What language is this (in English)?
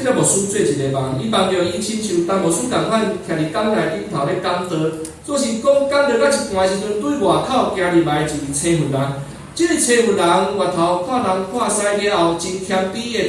Min Nan Chinese